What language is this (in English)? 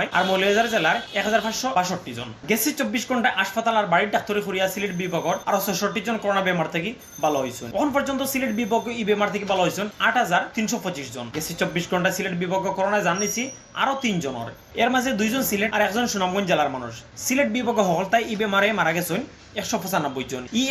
Sylheti